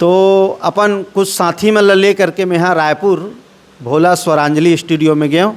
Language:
Chhattisgarhi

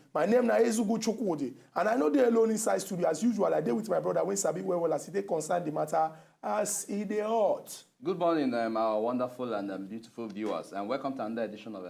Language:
Nigerian Pidgin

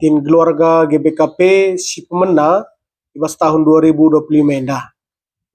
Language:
Batak Karo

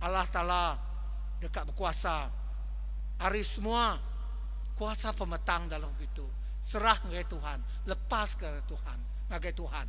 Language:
Iban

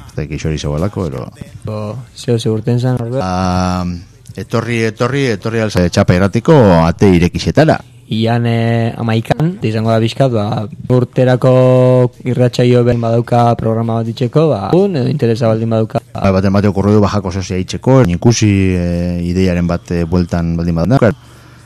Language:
Basque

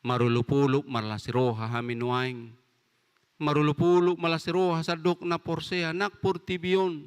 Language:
Batak Toba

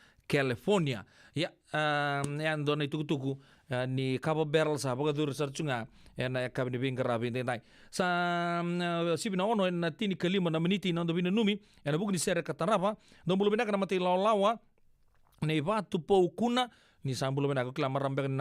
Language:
Fijian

